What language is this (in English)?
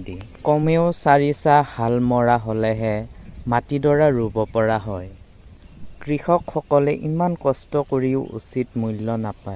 Assamese